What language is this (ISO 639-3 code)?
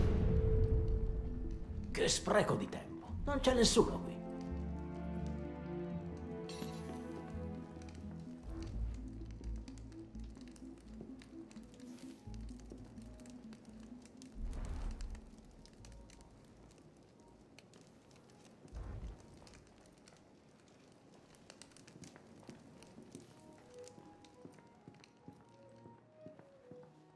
ita